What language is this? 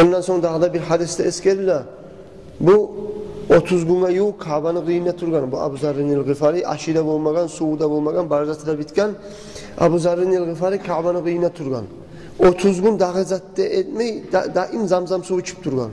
Kumyk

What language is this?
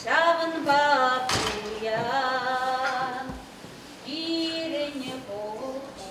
Chuvash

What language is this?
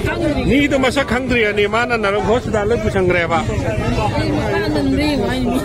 Manipuri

